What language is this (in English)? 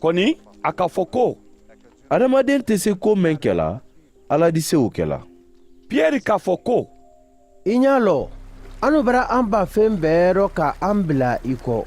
Mandingo